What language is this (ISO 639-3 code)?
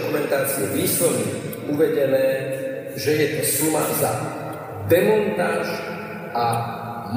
slk